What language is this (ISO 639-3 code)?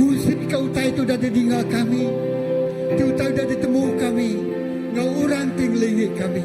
iba